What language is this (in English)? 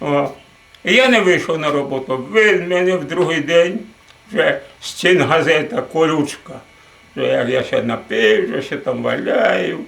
Rusyn